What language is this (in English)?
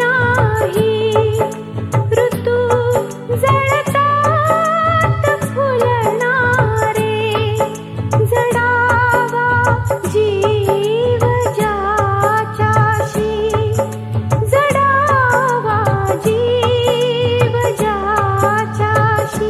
Marathi